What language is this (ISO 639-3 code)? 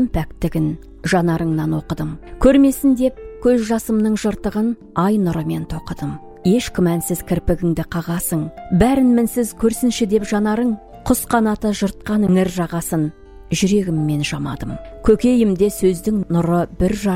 kaz